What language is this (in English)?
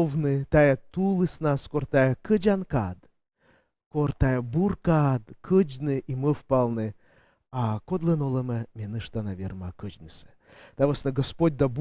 Komi